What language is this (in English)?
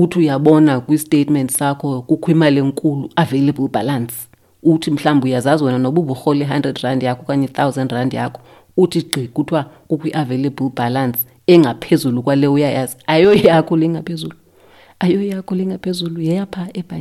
Xhosa